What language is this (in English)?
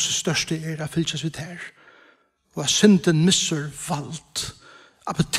Faroese